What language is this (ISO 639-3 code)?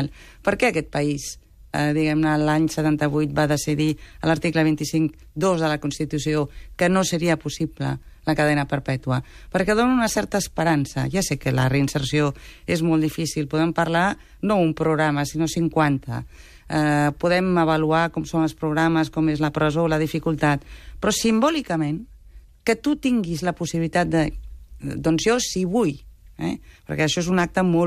cat